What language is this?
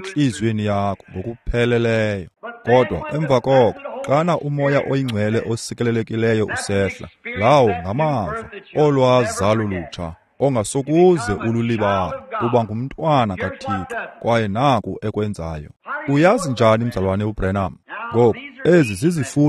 Xhosa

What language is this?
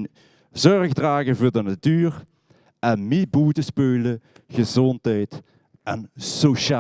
Limburgish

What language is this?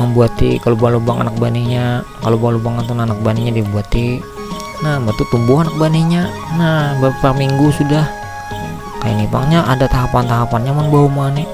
Banjar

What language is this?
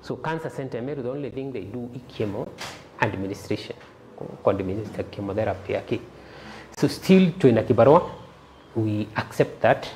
Meru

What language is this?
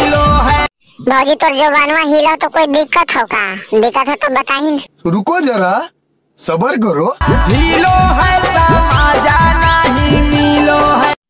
Magahi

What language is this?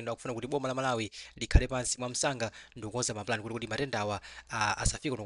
Nyanja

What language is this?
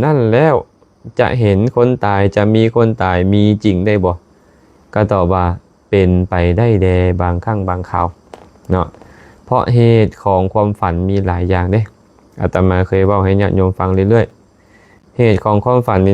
Lao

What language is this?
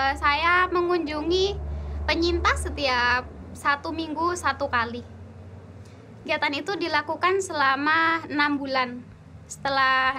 Indonesian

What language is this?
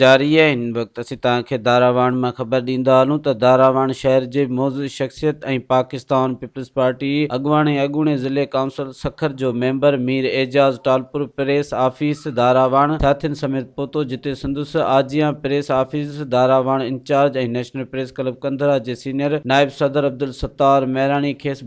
Sindhi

